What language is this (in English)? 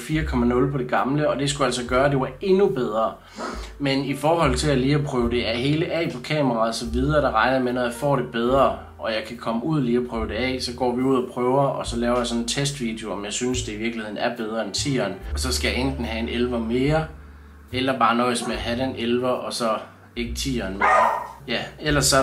Danish